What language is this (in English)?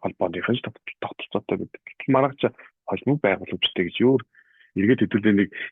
Mongolian